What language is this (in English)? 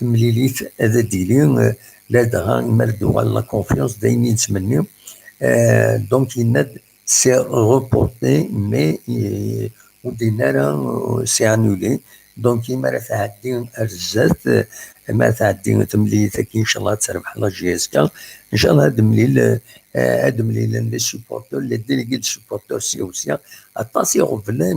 Kabyle